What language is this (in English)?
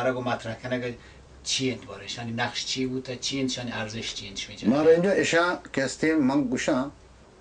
Baluchi